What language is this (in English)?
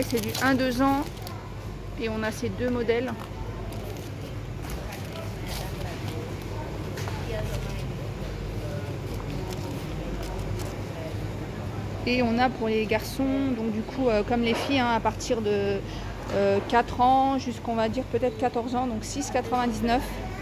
French